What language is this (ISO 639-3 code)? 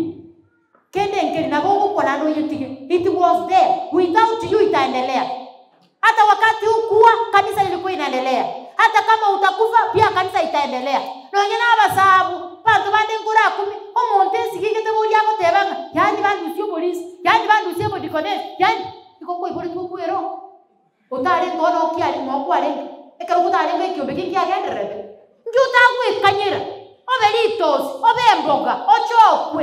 guz